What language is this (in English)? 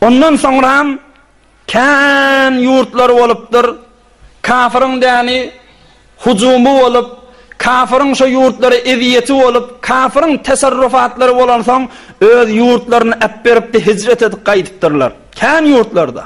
Turkmen